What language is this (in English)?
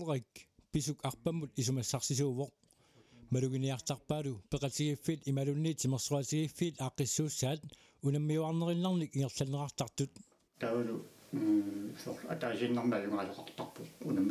Kalaallisut